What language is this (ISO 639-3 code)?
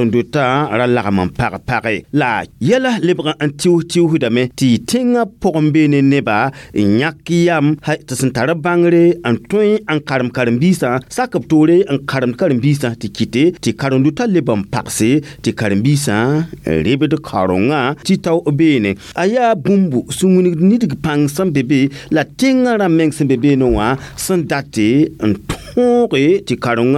mos